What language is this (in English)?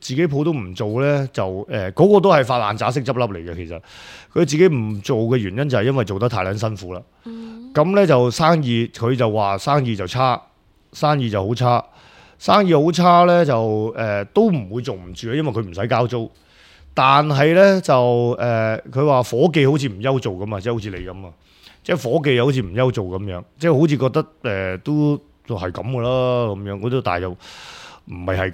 Cantonese